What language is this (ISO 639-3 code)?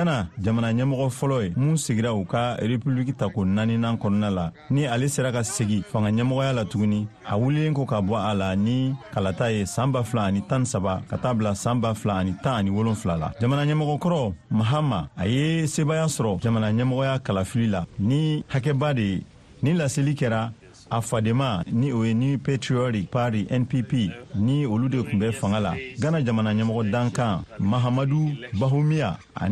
bam